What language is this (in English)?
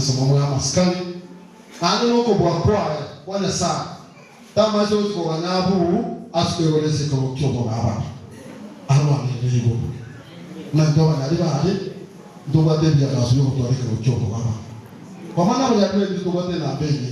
Gusii